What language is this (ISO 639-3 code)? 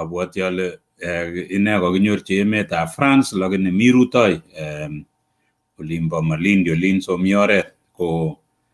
kln